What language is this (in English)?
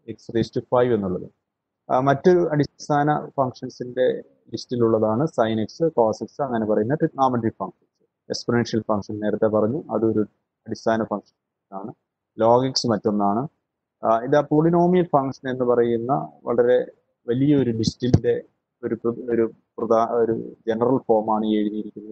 Malayalam